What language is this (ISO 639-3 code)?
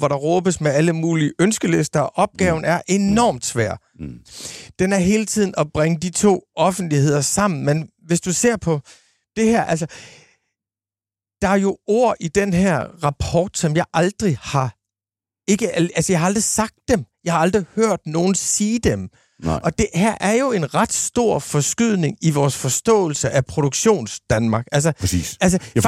dan